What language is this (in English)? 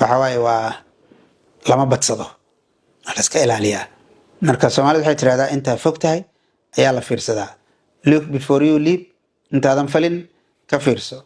Somali